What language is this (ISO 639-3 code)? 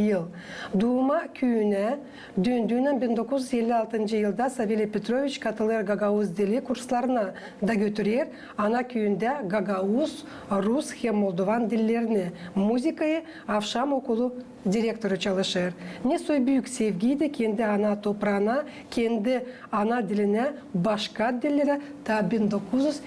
gag